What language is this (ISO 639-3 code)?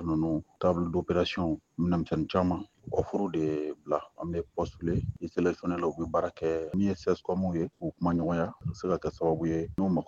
bam